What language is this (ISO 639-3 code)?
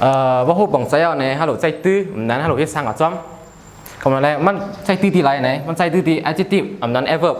shn